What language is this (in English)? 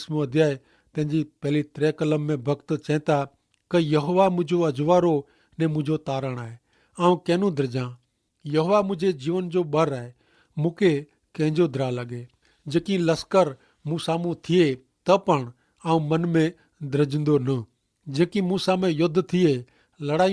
Kachhi